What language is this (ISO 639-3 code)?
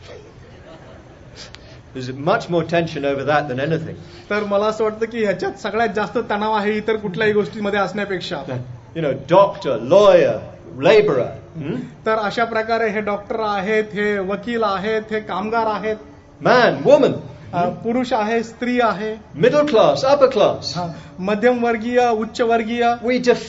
mar